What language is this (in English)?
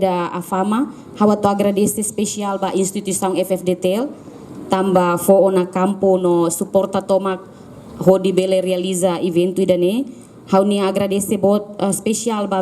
Tetum